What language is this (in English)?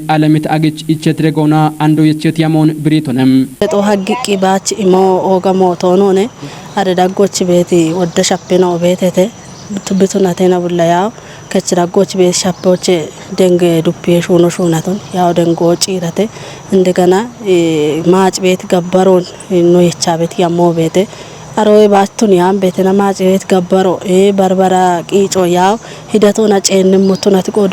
Kafa